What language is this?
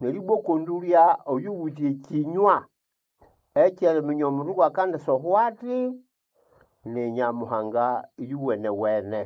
Nande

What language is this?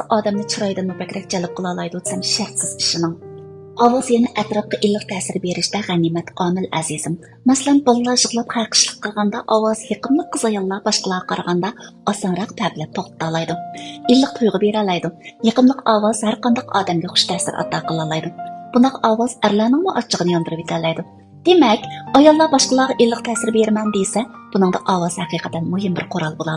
Uyghur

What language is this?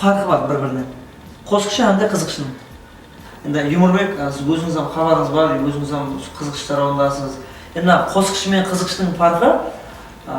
Kara-Kalpak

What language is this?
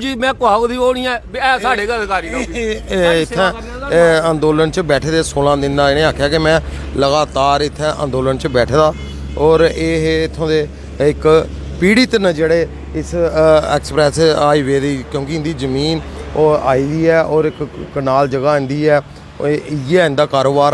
Dogri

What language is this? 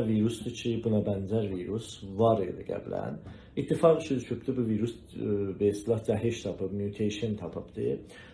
South Azerbaijani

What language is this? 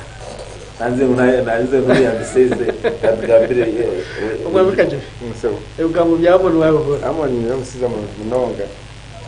Nyankole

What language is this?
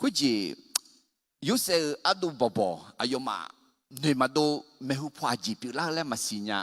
Akha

